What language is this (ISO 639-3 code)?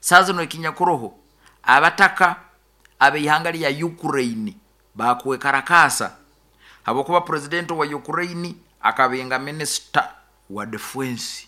nyo